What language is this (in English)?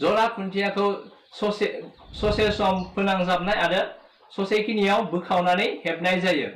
Bodo